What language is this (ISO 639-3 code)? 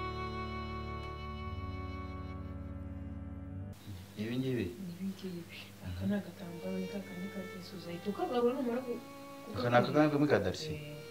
kin